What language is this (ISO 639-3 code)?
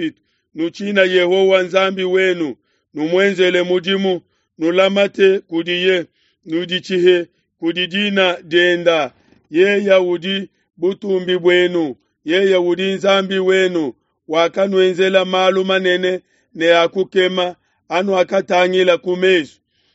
lua